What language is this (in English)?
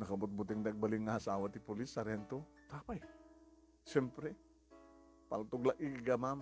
Iloko